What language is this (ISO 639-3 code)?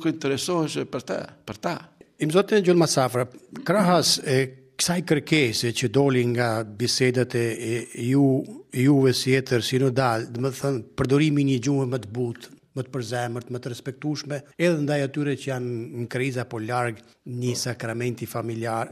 sqi